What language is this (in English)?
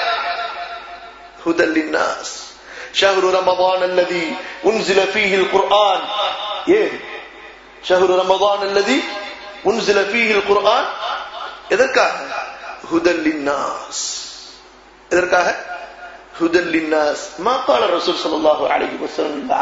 Tamil